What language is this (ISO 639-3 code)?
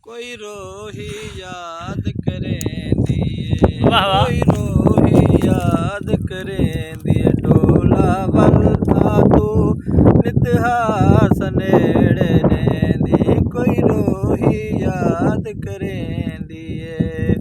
skr